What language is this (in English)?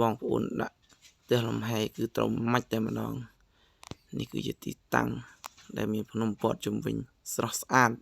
Khmer